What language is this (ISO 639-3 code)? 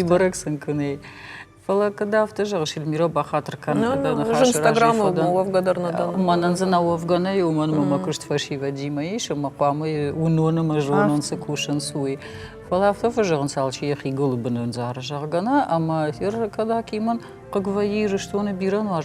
oss